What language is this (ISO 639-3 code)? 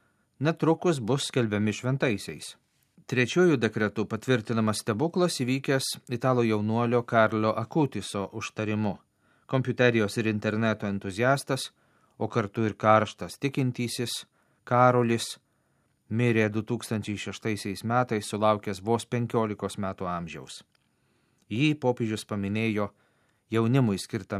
lit